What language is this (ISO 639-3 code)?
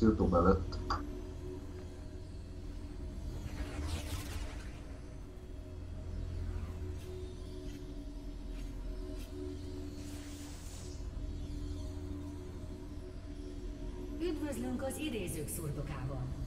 hun